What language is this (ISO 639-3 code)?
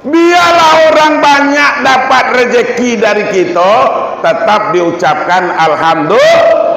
min